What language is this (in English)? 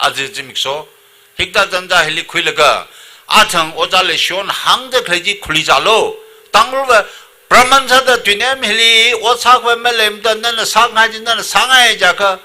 Tangkhul Naga (India)